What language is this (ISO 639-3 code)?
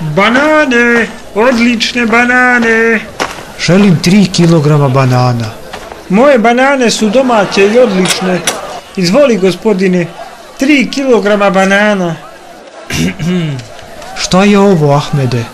bos